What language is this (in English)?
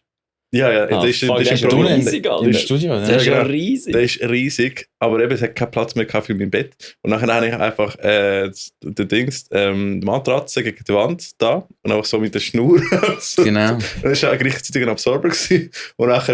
Swiss German